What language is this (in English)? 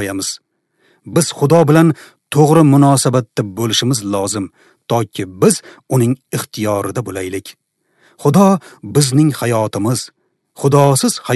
Uzbek